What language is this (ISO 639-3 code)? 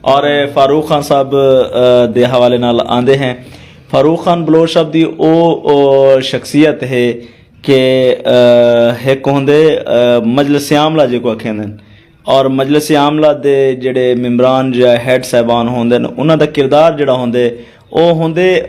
skr